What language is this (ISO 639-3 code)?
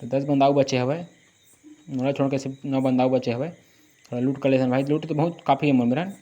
hne